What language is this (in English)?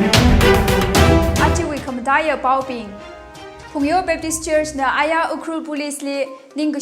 Tangkhul Naga (India)